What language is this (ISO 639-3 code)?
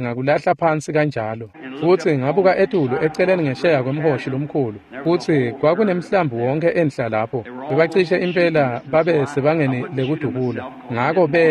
ssw